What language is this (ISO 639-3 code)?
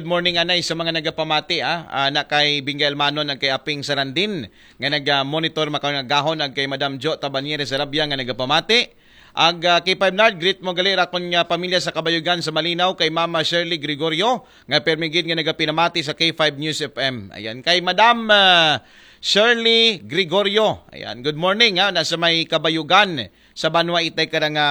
akl